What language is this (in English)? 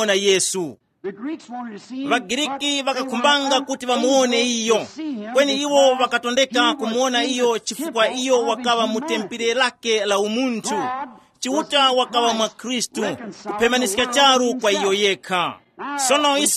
Tumbuka